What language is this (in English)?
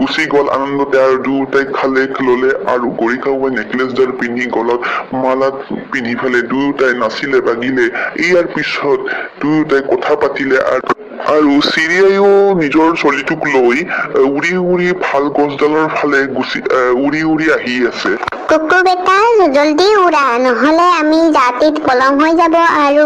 Assamese